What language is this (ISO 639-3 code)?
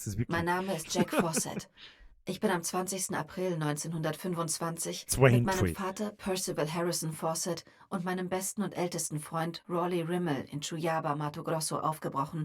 bar